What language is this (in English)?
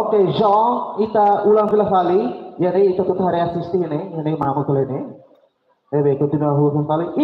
Tetum